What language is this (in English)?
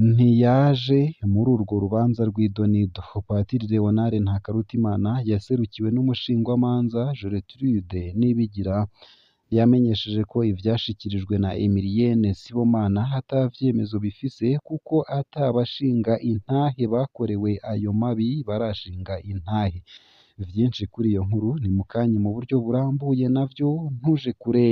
Rundi